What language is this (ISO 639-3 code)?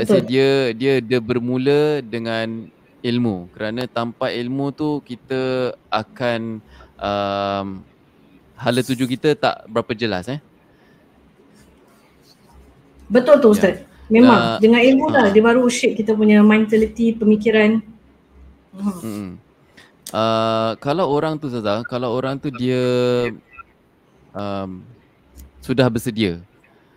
msa